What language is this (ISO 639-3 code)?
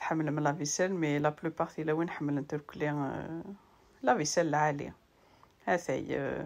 kab